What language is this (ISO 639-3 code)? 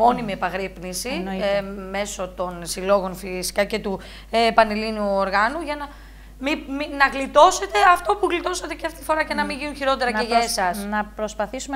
ell